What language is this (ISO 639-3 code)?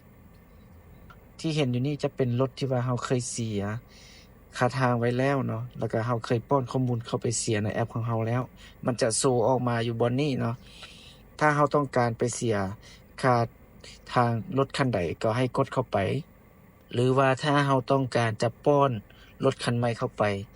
lao